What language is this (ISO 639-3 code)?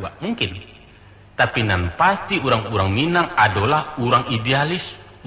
min